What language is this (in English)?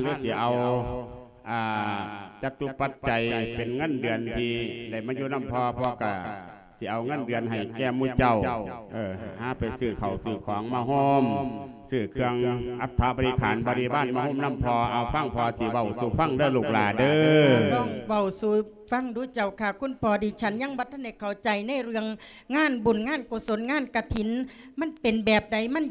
Lao